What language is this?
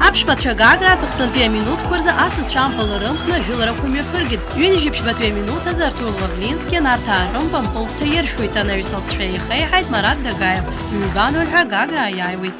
Abkhazian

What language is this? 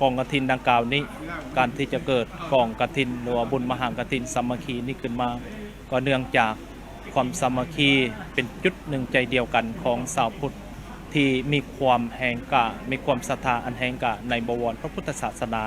Lao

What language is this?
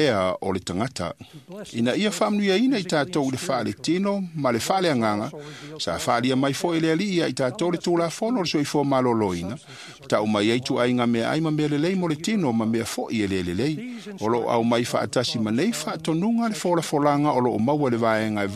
Samoan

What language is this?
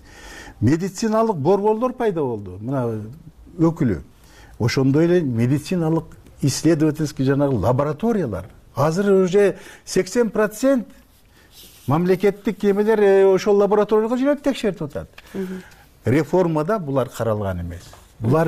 Kyrgyz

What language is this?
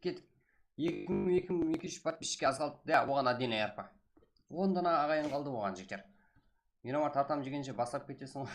Kara-Kalpak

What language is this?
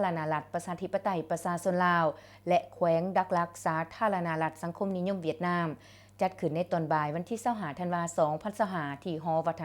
Lao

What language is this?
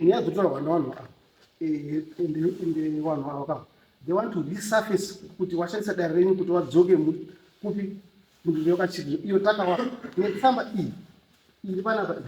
Shona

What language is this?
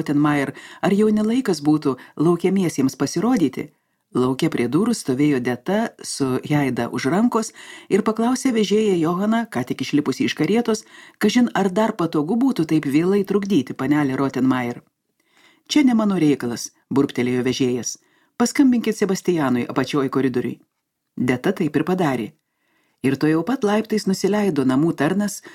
Lithuanian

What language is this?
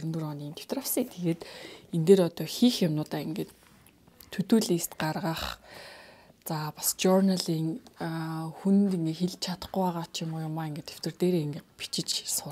Mongolian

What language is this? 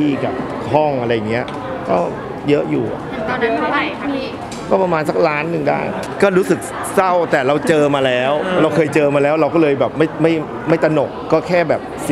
Thai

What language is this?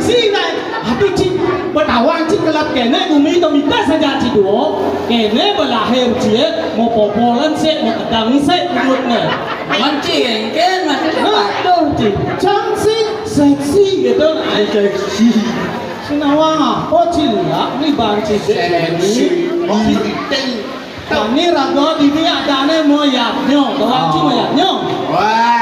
Balinese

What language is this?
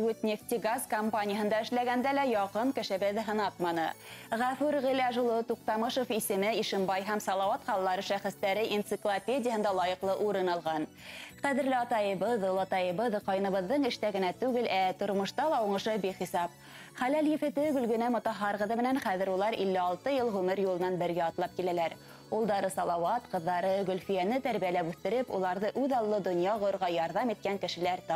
Bashkir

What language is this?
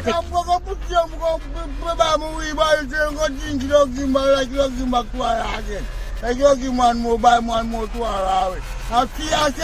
Jamaican Creole English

